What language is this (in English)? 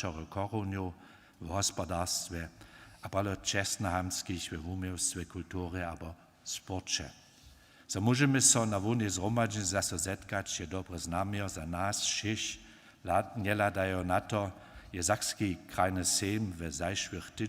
Upper Sorbian